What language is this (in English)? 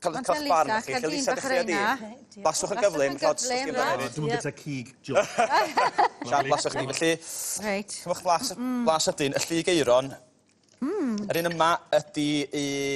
Welsh